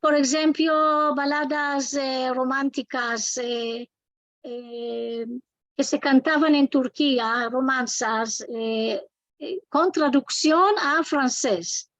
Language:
Ladino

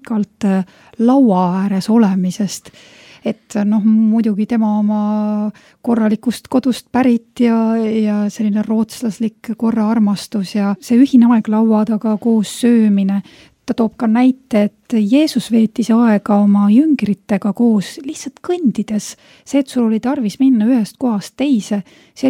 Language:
Estonian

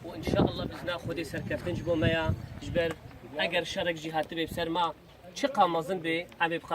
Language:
Kurdish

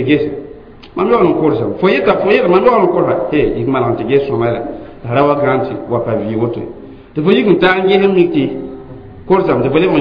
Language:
Mossi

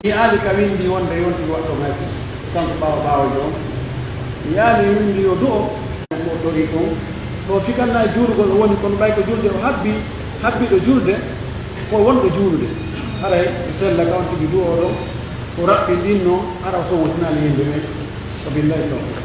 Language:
Pular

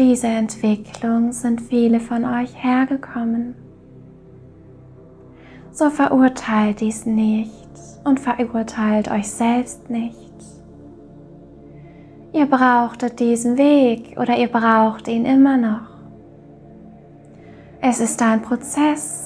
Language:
German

